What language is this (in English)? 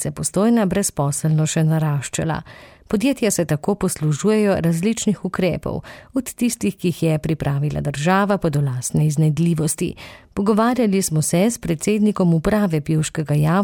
Slovenian